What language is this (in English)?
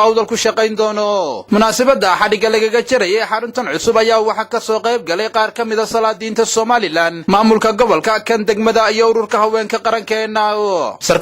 Somali